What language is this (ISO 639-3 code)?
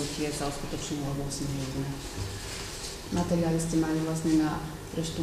slk